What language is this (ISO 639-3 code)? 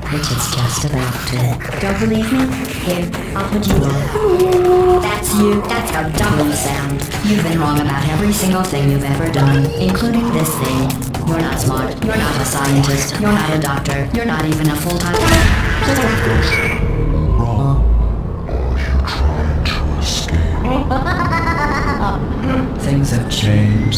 eng